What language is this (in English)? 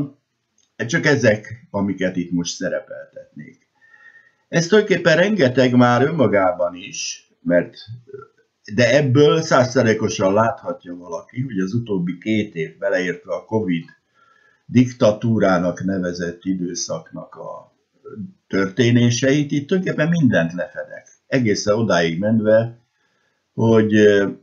Hungarian